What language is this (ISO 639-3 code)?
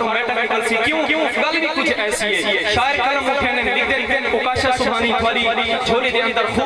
skr